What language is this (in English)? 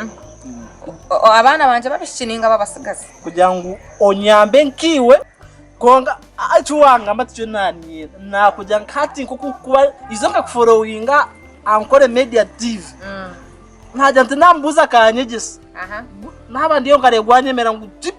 Nyankole